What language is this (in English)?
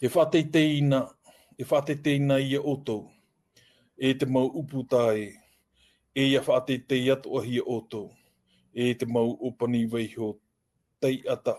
Tahitian